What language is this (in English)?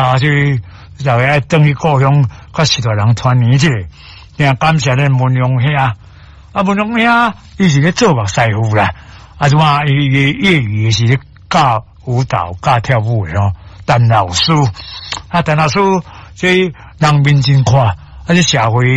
Min Nan Chinese